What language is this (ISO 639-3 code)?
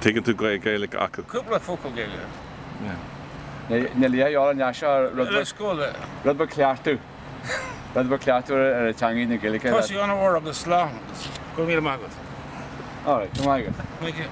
gle